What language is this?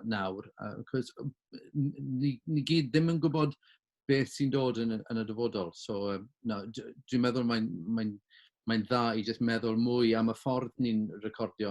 Welsh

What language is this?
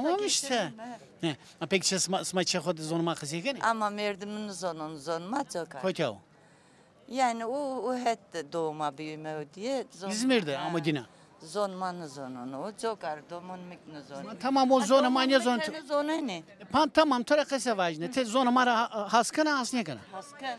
Zaza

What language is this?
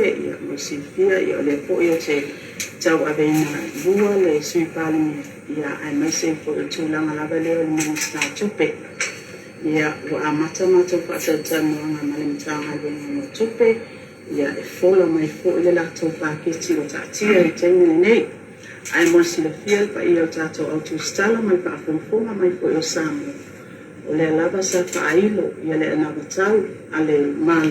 Samoan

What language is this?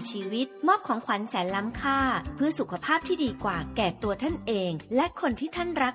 Thai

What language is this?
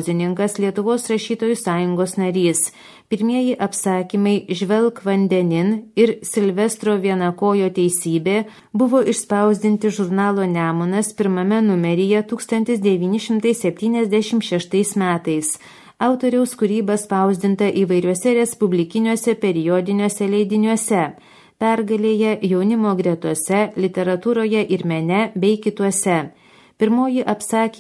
Lithuanian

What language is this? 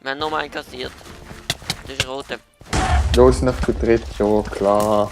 Swiss German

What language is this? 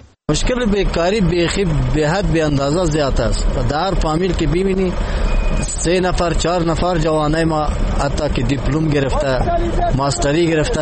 Persian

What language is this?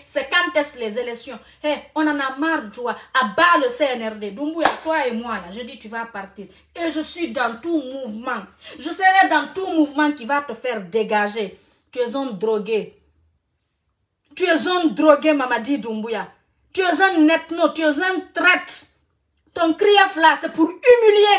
French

